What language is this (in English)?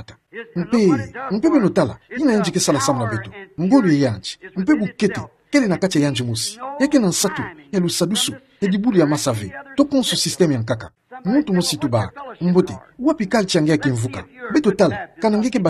Kituba (Democratic Republic of Congo)